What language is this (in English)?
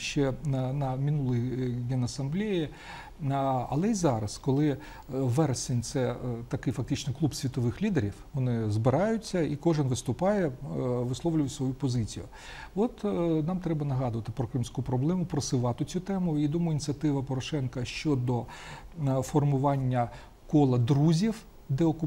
Ukrainian